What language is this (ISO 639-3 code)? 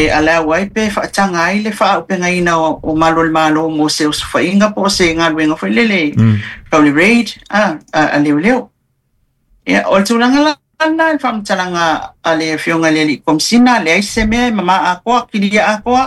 smo